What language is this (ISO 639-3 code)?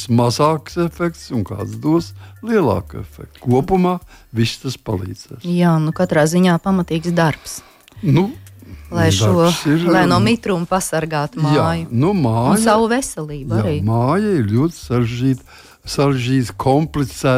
lav